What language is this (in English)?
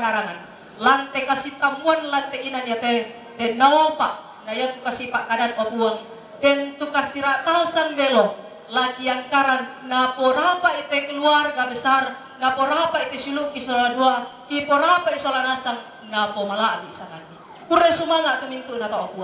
Toraja-Sa'dan